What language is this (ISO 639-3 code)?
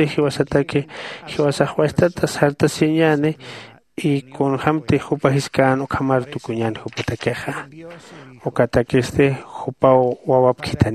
aym